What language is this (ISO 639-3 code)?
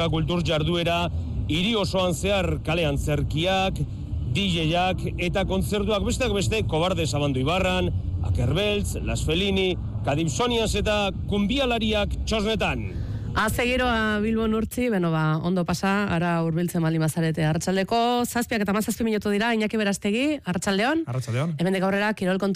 eus